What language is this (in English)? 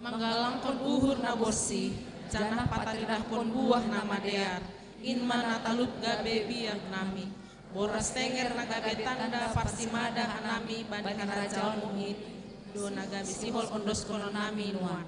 Batak Simalungun